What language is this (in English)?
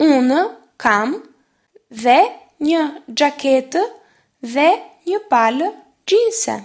Albanian